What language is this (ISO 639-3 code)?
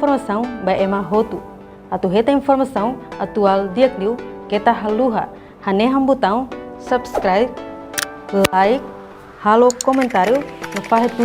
tet